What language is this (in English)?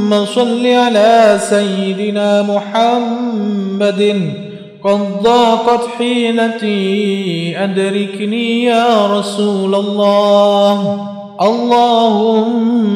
Arabic